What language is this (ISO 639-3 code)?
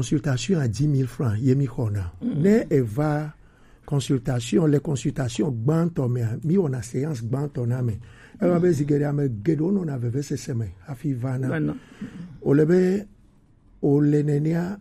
gej